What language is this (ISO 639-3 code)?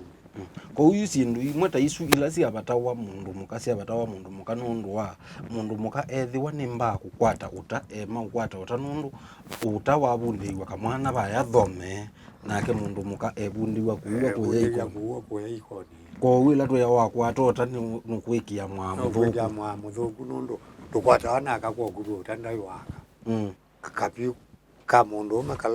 kam